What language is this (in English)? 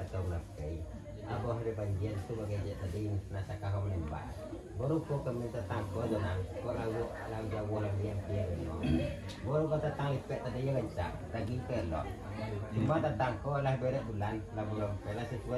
Minangkabau